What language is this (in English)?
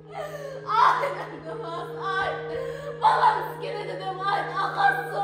Kara-Kalpak